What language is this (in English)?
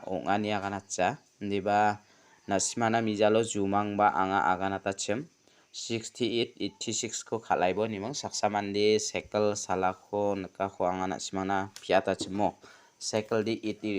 Garo